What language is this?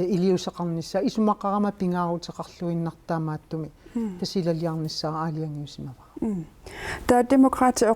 Kalaallisut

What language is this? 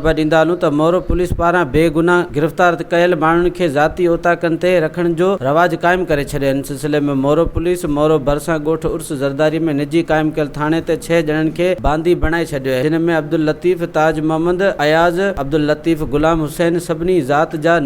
Sindhi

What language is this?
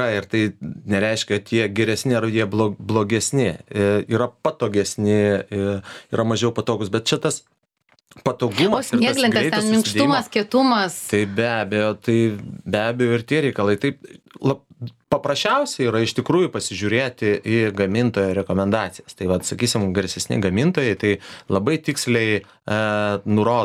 Lithuanian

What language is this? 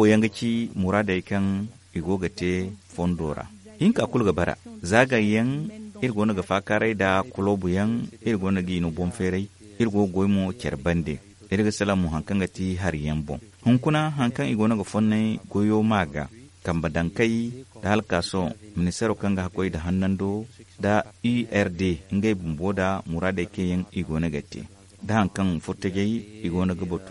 Zarma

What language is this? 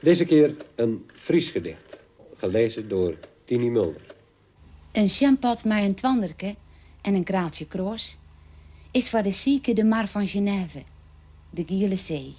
Western Frisian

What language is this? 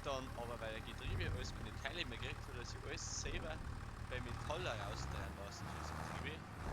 Bavarian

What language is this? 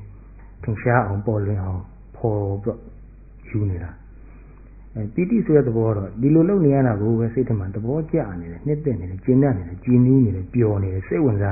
Burmese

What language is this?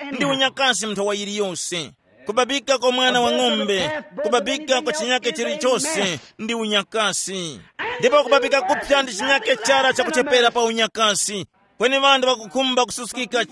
Tumbuka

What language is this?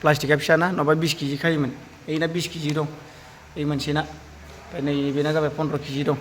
Bodo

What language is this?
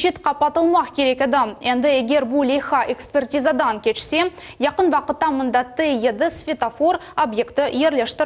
Crimean Tatar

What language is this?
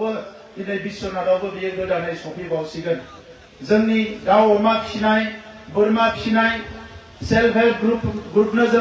Bodo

